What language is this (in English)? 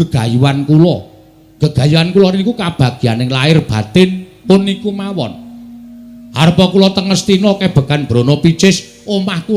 Javanese